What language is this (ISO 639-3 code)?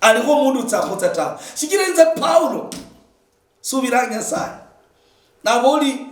luy